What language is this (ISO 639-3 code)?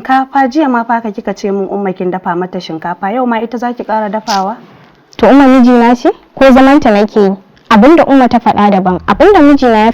hau